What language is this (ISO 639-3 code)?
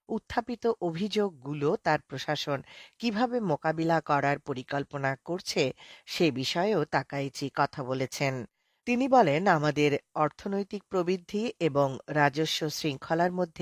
ben